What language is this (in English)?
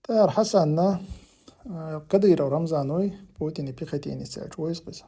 Chechen